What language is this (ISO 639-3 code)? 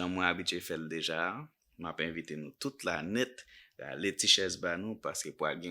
hat